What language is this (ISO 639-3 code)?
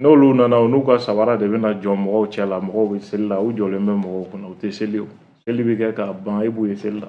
bam